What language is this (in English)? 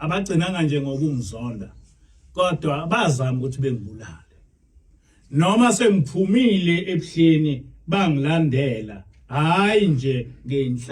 Zulu